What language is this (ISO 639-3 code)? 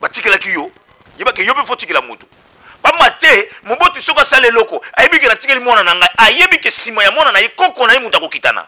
lin